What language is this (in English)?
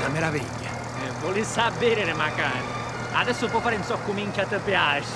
Sicilian